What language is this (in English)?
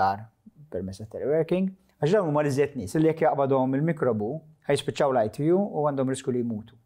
Maltese